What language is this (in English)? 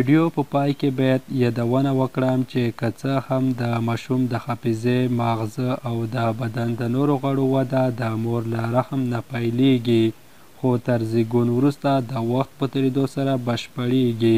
Pashto